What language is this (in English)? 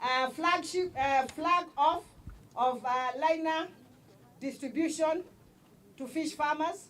Kamba